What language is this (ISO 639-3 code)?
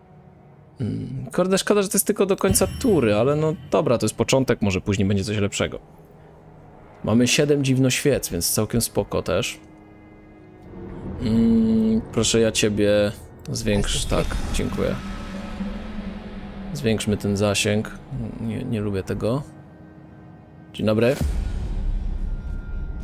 pol